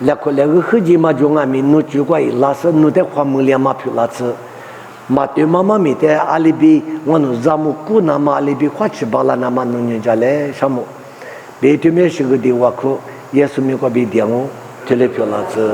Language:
Lisu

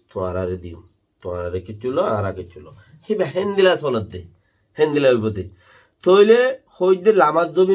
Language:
Rohingya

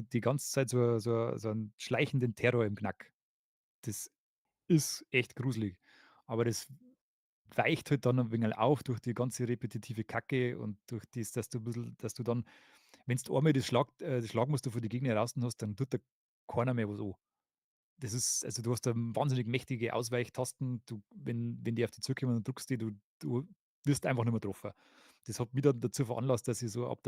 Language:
Bavarian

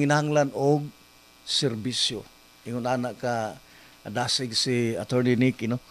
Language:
Cebuano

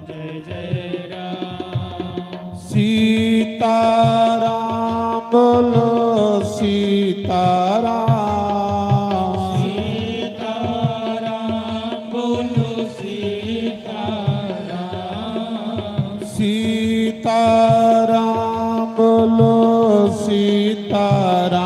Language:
Dogri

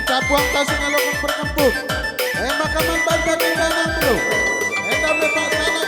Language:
Batak Karo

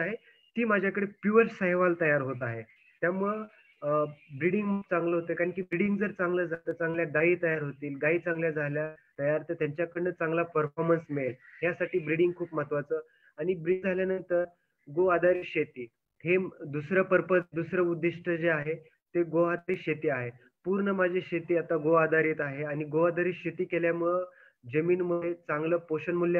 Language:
Marathi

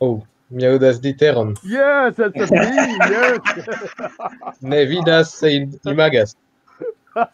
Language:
Esperanto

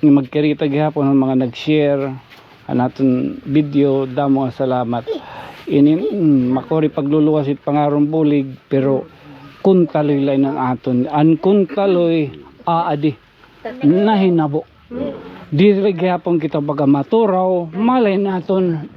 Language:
Waray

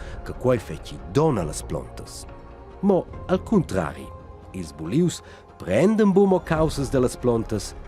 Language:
Romansh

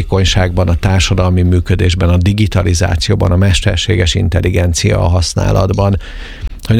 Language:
Hungarian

